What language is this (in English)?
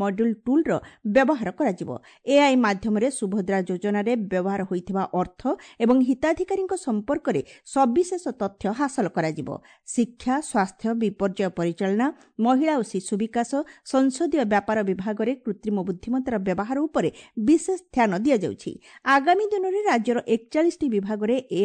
Odia